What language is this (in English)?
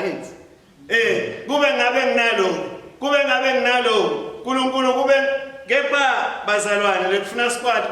Swati